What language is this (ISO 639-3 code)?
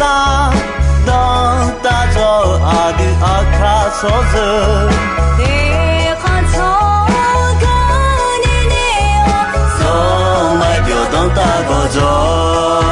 ahk